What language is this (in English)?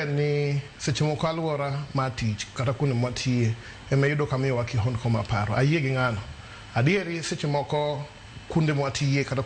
Luo (Kenya and Tanzania)